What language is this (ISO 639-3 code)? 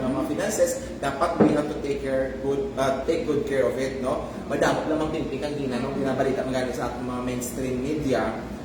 hil